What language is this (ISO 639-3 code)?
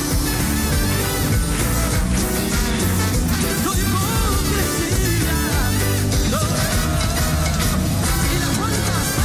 spa